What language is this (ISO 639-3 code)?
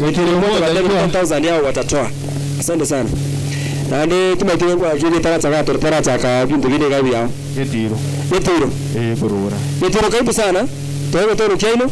guz